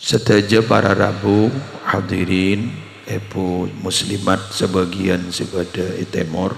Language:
Madurese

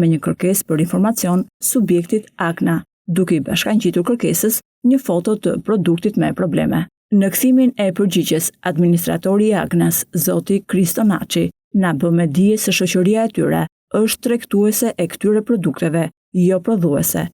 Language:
Albanian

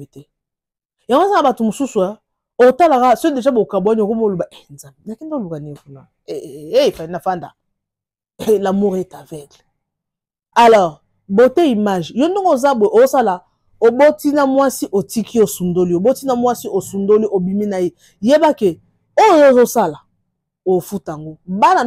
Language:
Lingala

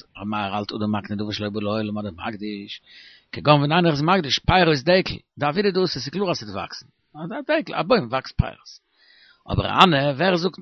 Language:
Yiddish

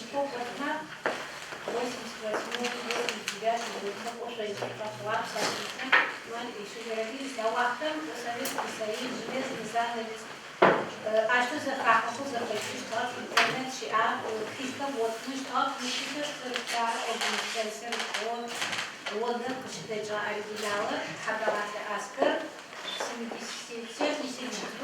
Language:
Adyghe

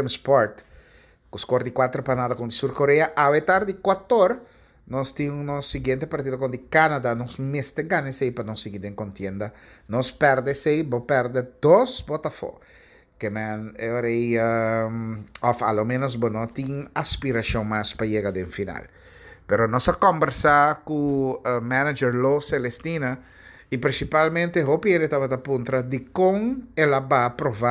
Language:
Papiamento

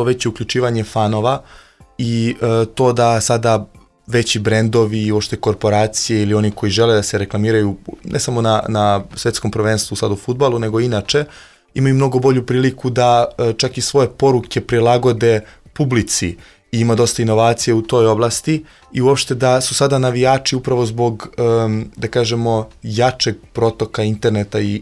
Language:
Serbian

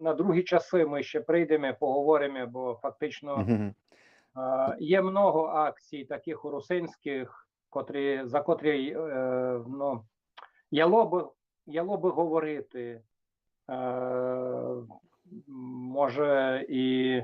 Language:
Rusyn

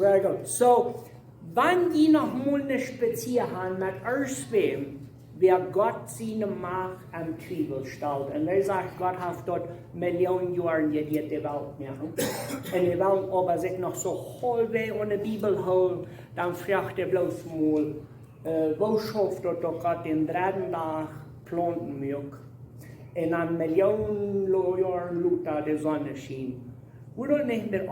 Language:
Plautdietsch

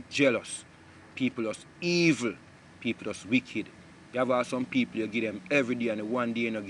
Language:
Jamaican Creole English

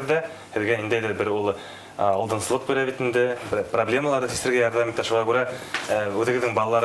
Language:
Bashkir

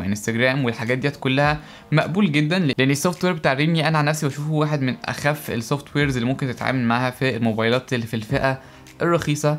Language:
Egyptian Arabic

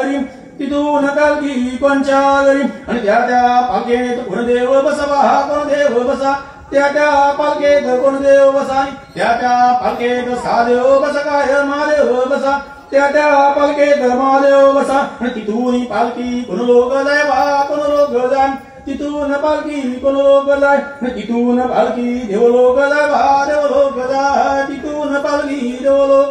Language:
Konkani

